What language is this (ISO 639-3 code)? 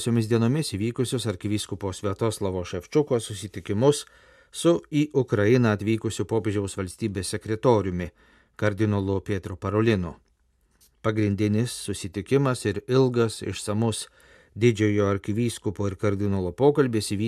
lit